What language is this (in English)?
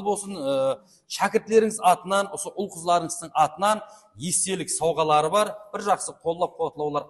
Kara-Kalpak